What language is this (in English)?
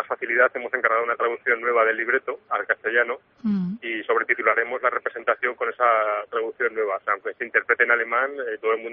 Spanish